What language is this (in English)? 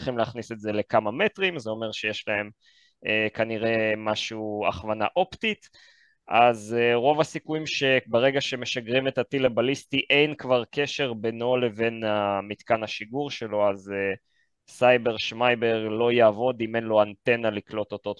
Hebrew